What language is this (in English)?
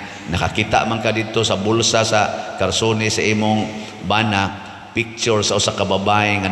Cebuano